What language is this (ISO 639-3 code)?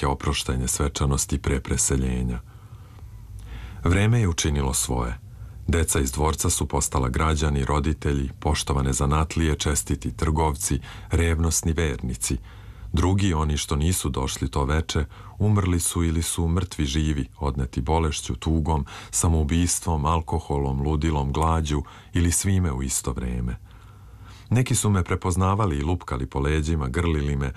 srp